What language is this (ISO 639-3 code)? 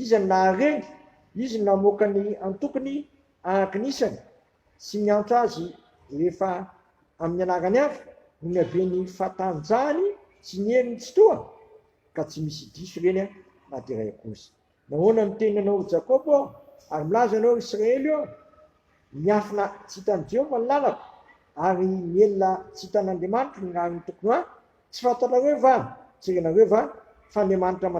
mlg